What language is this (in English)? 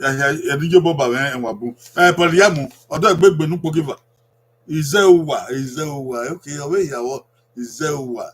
Bini